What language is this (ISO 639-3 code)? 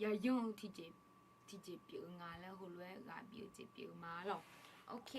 ahk